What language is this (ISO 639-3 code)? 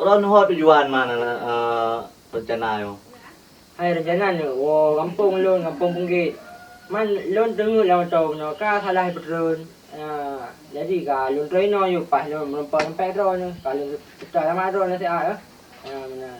ace